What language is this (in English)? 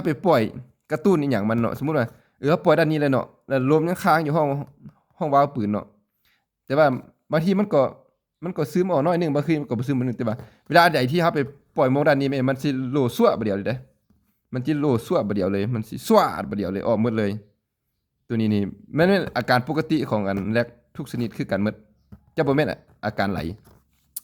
Lao